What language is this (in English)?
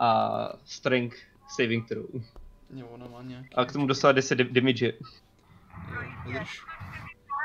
Czech